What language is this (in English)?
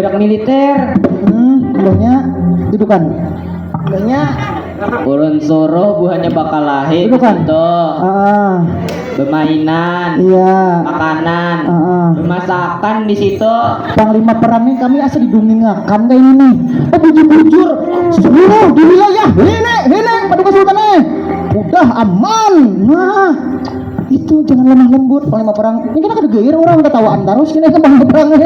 Banjar